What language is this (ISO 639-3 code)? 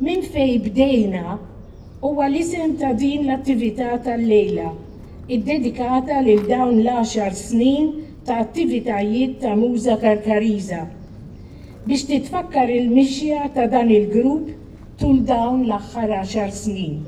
mlt